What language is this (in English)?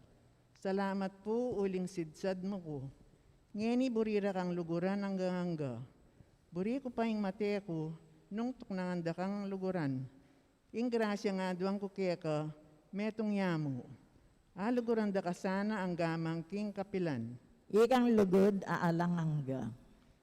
Pampanga